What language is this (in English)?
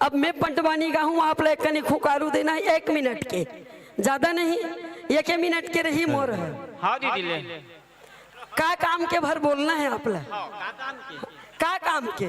Chhattisgarhi